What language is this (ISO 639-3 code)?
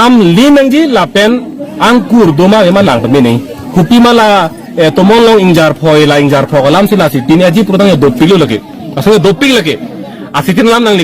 mjw